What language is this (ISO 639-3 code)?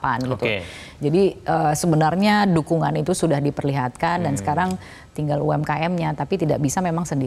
ind